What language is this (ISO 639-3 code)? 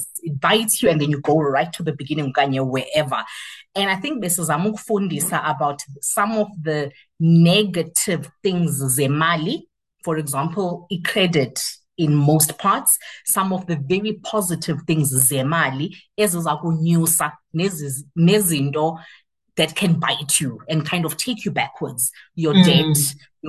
xho